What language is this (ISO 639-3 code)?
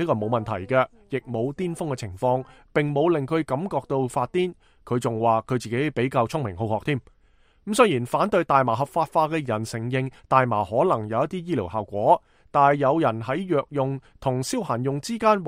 yue